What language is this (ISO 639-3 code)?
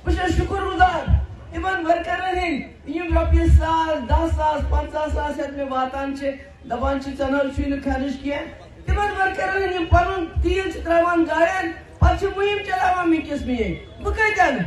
kas